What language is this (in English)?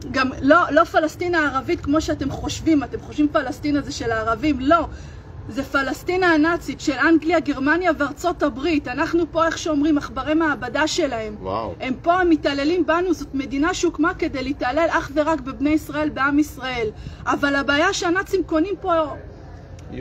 Hebrew